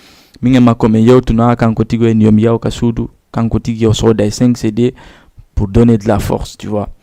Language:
Fula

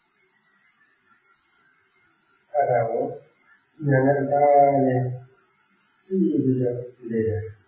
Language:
Burmese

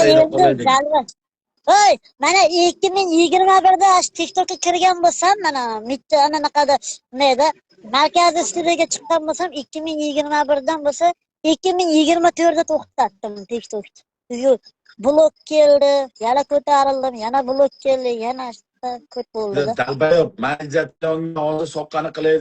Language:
Uzbek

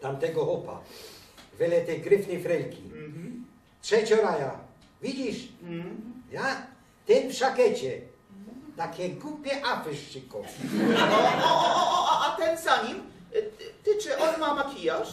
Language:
Silesian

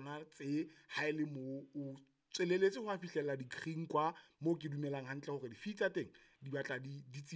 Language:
Southern Sotho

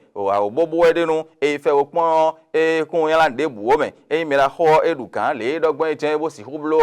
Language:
Fon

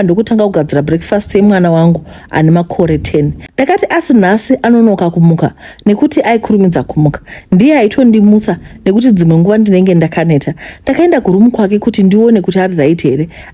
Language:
Shona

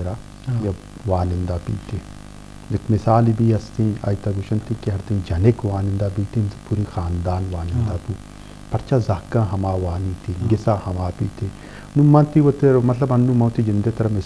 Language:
Eastern Balochi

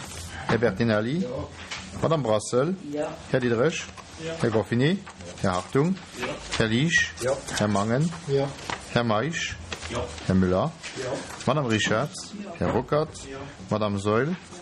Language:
Luxembourgish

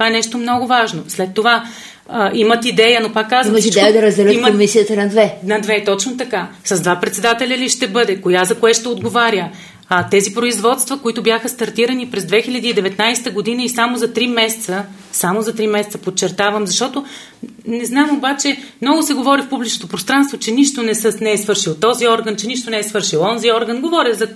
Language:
Bulgarian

